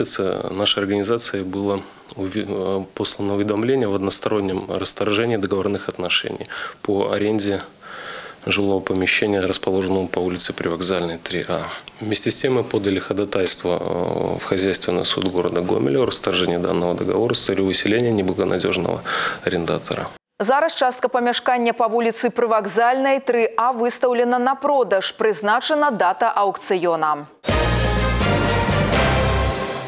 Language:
Russian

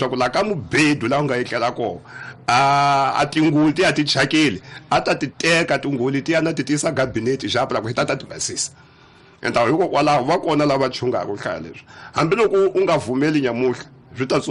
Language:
Tsonga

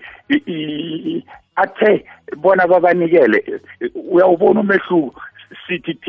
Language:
South Ndebele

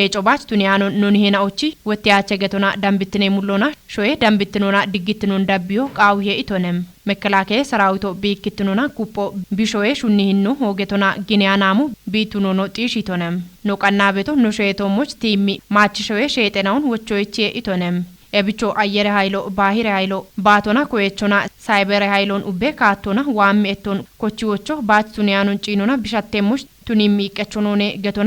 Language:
Kafa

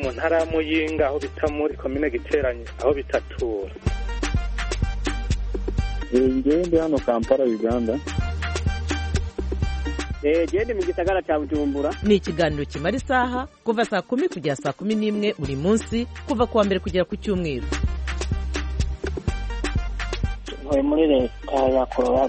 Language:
Kinyarwanda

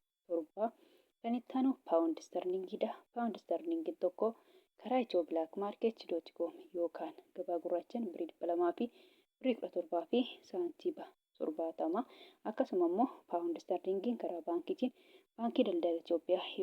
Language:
Oromo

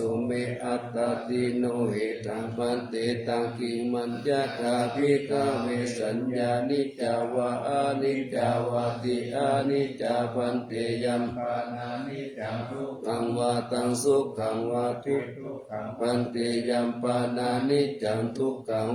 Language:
Pali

